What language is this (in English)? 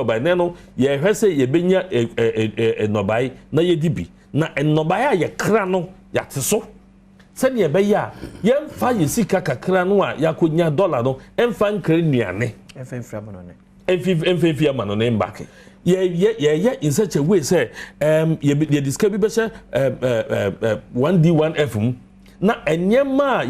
Akan